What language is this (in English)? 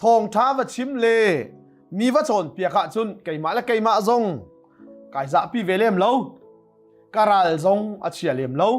Hakha Chin